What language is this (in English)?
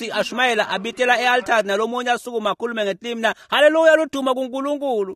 Swati